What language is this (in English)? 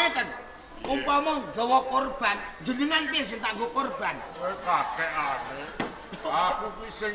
Javanese